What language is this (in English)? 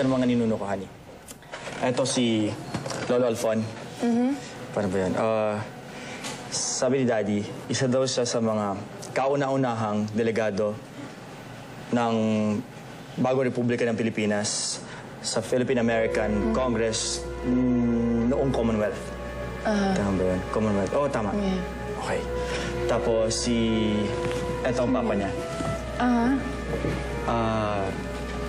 Filipino